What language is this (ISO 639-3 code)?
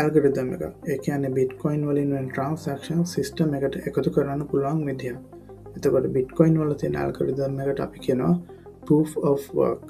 sin